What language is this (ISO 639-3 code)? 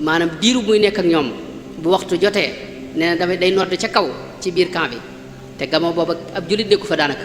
wol